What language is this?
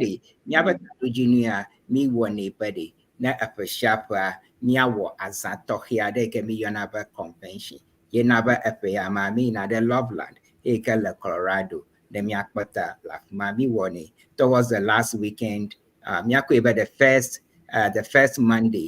Ewe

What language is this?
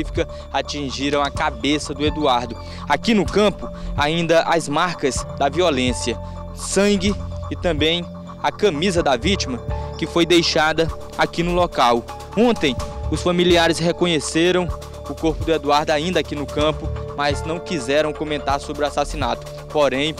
Portuguese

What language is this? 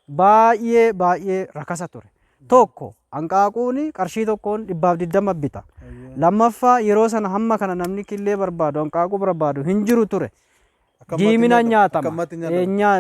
Oromo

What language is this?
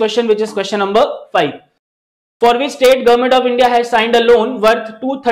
English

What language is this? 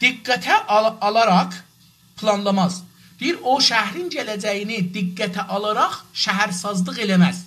South Azerbaijani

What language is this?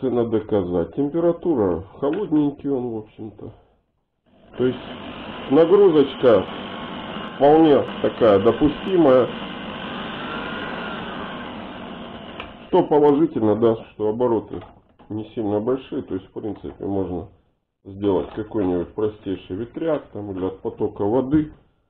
Russian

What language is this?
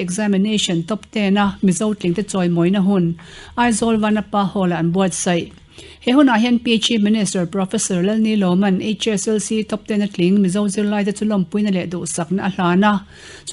Mizo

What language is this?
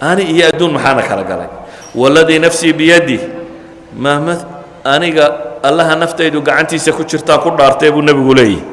Somali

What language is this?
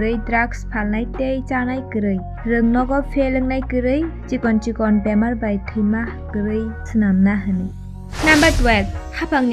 Kok Borok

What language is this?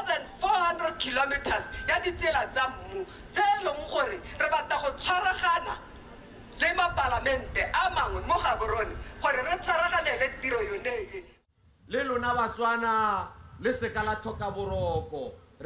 Tswana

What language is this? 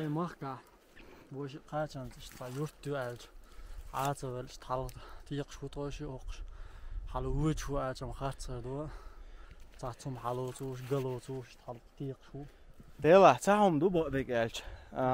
Chechen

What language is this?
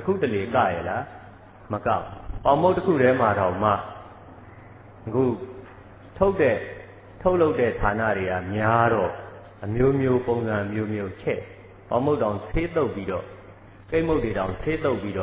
Burmese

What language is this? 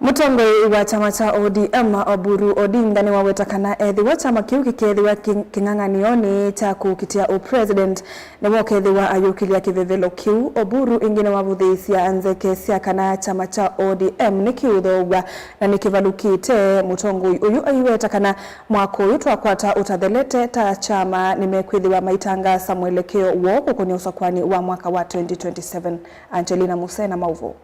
Kamba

